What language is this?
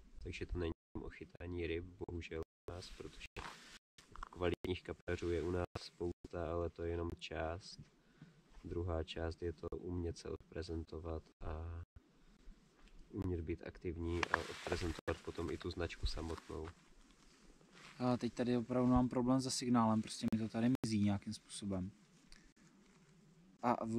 Czech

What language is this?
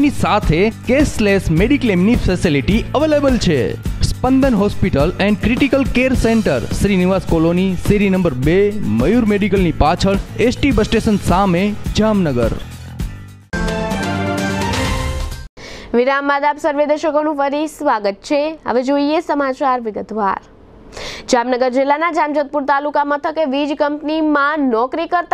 Gujarati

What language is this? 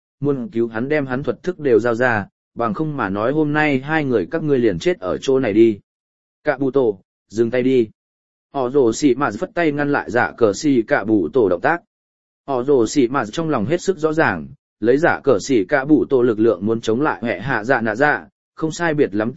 Vietnamese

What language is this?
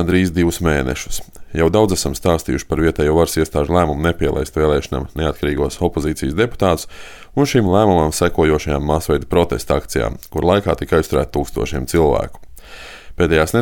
Latvian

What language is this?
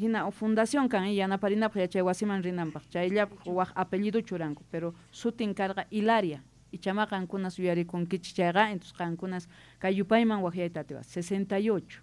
South Bolivian Quechua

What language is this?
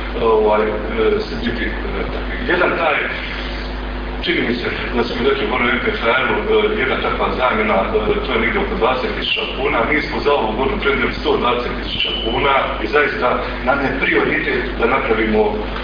Croatian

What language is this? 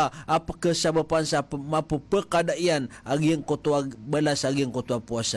Maranao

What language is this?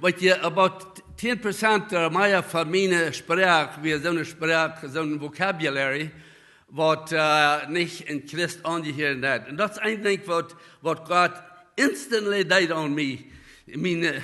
Plautdietsch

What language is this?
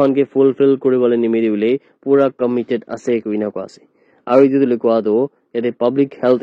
Naga Pidgin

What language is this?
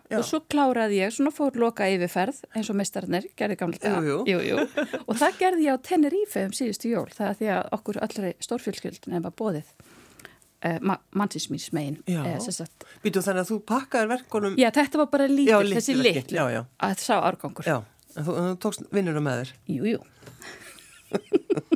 Icelandic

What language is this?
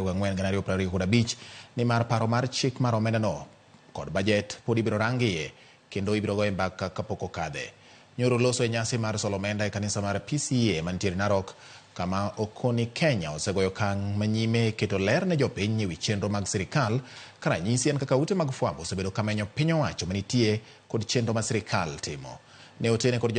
Luo (Kenya and Tanzania)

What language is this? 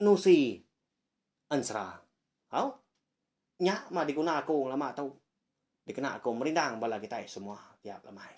Iban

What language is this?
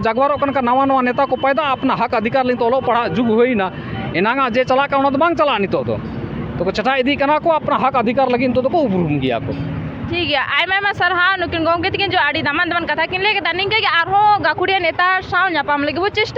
Santali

